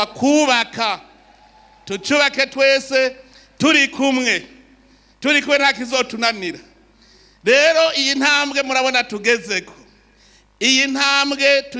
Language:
Rundi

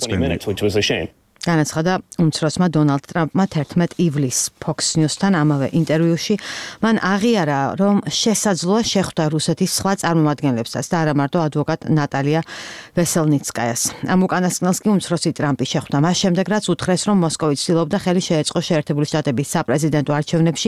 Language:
Georgian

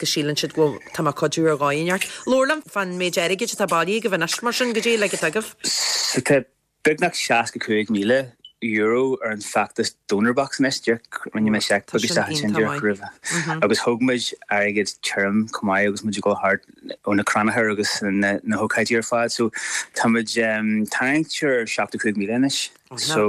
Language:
Irish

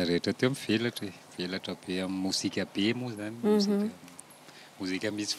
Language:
Malagasy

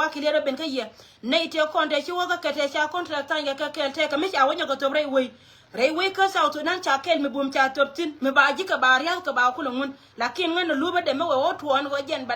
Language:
Nuer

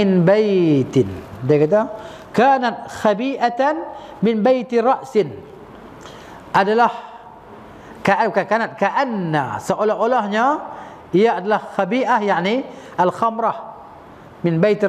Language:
Malay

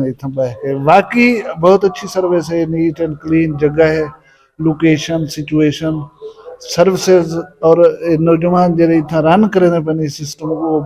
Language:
Saraiki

